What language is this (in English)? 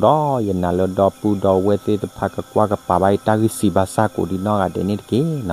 S'gaw Karen